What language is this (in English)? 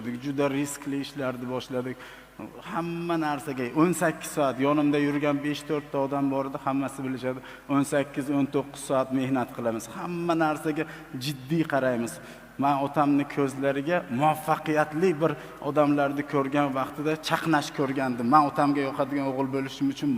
Uzbek